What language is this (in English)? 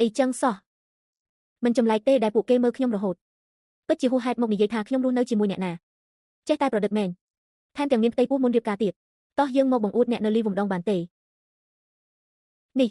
Khmer